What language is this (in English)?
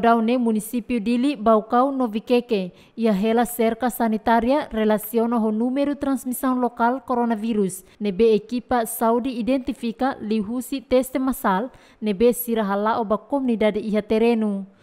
Tetum